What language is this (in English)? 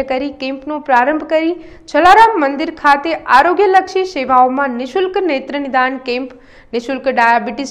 Gujarati